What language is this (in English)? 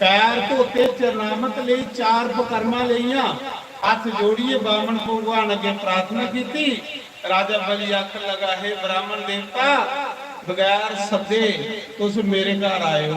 Dogri